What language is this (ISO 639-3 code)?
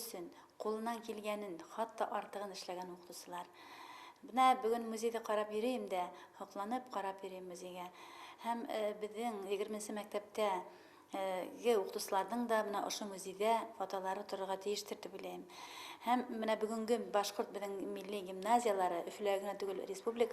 bak